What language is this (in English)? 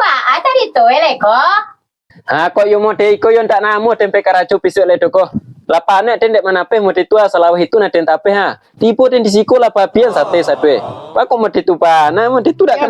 Minangkabau